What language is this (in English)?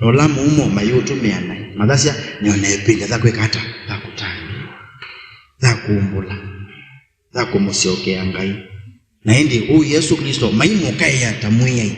Kamba